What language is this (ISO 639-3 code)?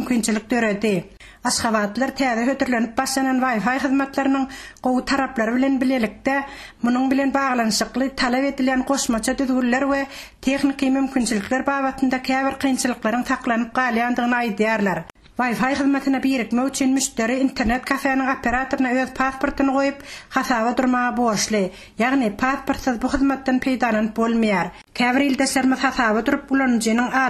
tuk